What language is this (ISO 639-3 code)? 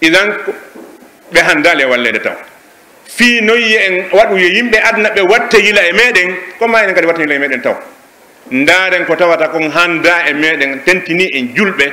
fuf